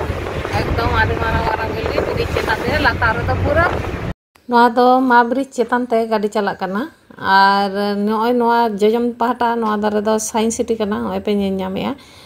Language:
Santali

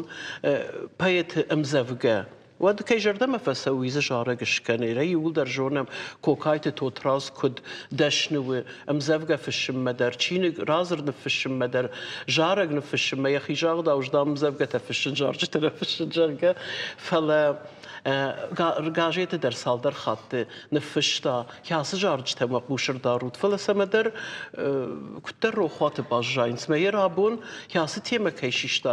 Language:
Ossetic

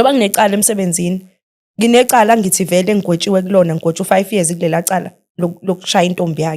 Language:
Zulu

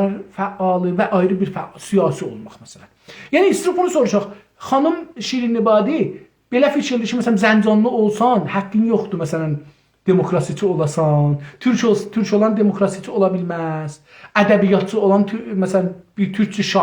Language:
South Azerbaijani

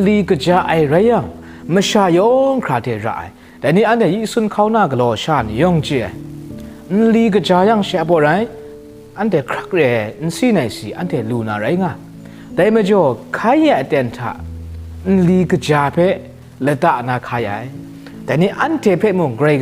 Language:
Kachin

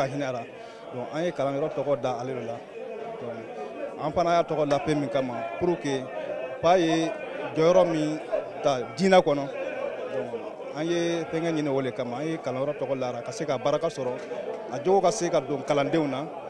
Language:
Bambara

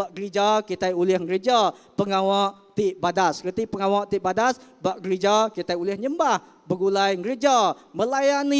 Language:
Iban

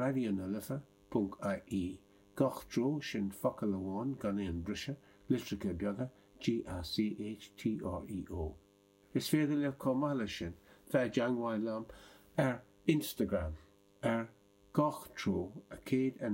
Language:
Irish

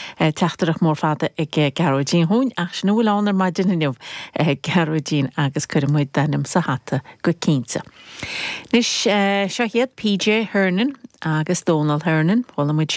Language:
Irish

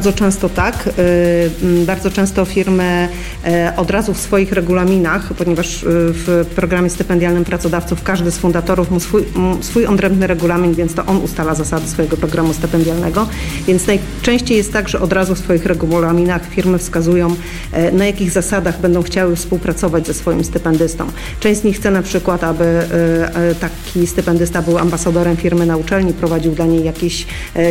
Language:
Polish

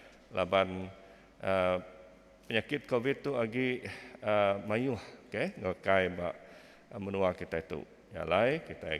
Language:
Iban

